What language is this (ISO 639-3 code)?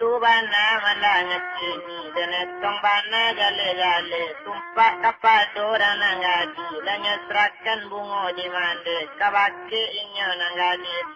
min